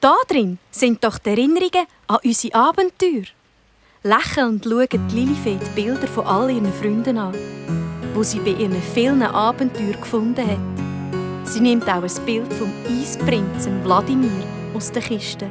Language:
Swiss German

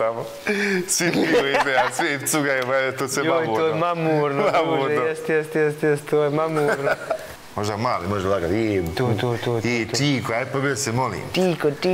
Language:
Bosnian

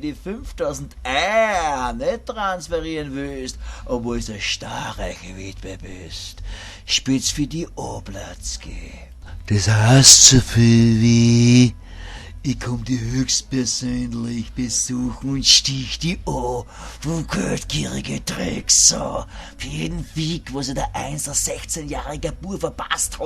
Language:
Bavarian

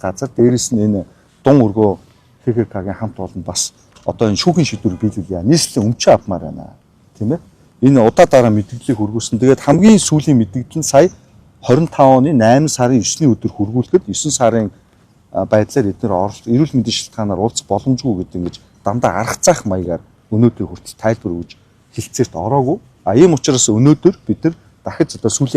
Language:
Mongolian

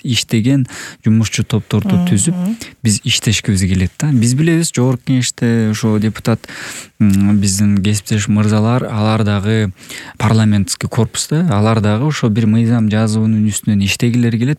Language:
Kyrgyz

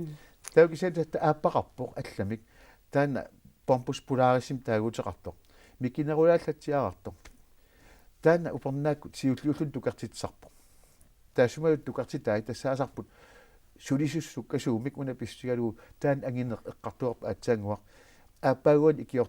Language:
Kalaallisut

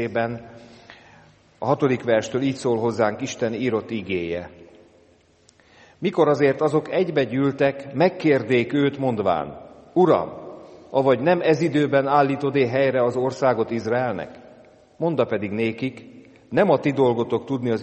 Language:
Hungarian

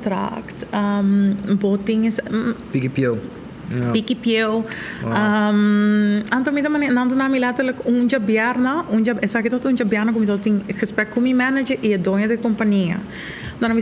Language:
Papiamento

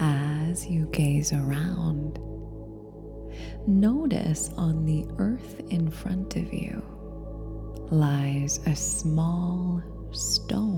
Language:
English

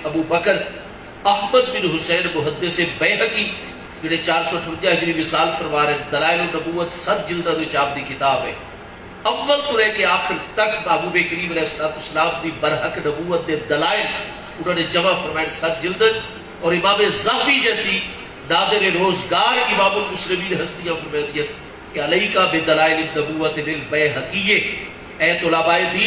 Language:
Saraiki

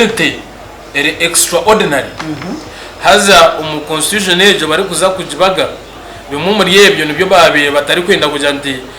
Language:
Nyankole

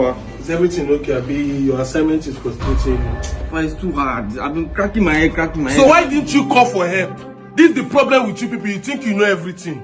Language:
Nigerian Pidgin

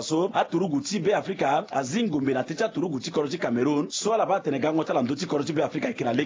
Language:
Sango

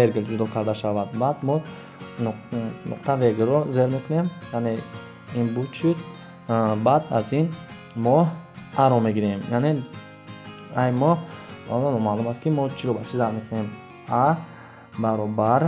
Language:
Tajik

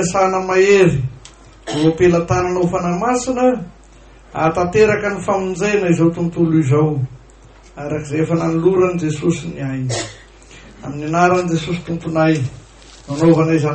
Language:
Malagasy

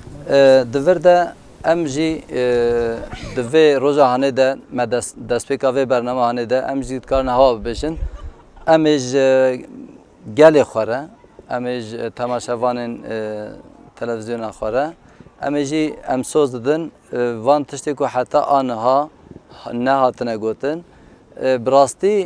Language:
Kurdish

